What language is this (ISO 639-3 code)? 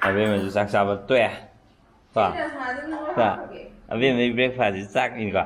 mni